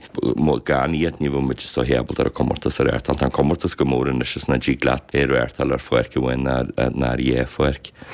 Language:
Irish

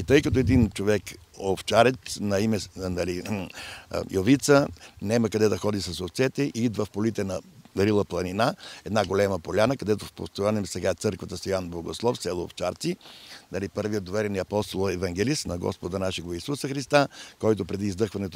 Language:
Bulgarian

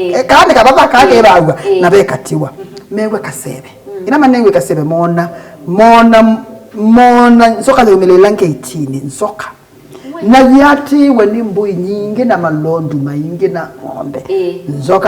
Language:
Kamba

